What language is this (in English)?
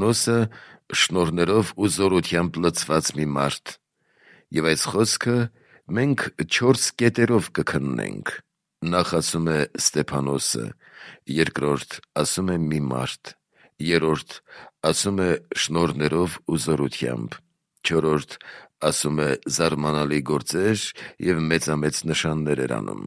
Armenian